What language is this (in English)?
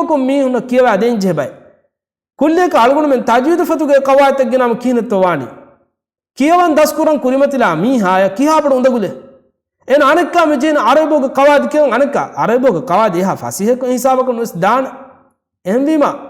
Divehi